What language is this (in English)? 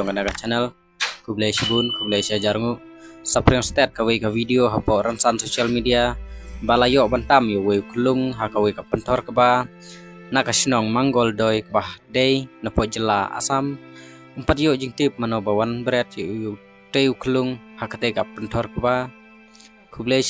Khasi